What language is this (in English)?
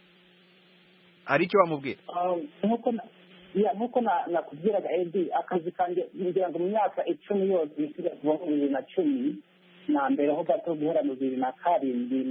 Kinyarwanda